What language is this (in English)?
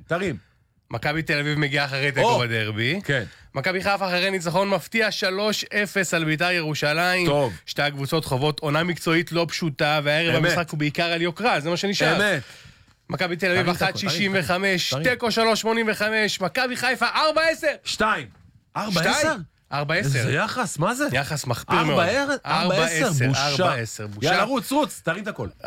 Hebrew